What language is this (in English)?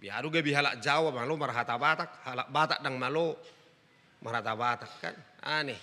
Batak Toba